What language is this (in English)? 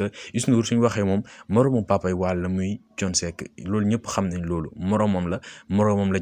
Wolof